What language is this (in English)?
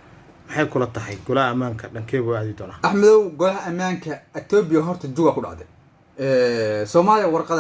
Somali